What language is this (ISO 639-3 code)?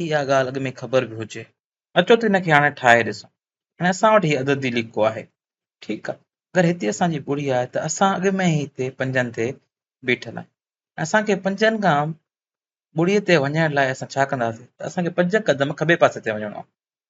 snd